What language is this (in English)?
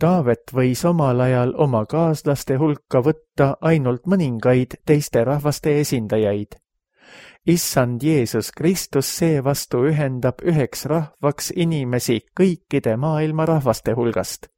Estonian